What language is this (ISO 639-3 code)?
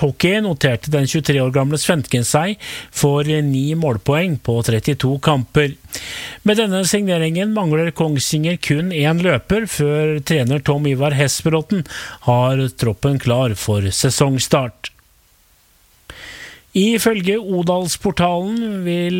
nor